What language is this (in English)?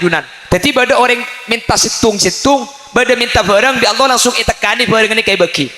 Madurese